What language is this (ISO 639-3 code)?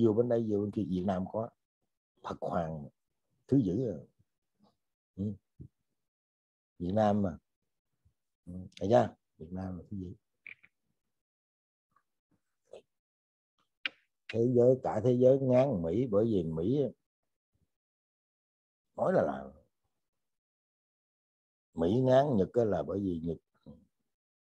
vie